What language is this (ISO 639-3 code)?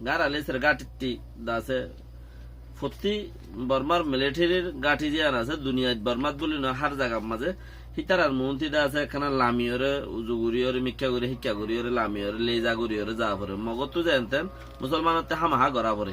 rhg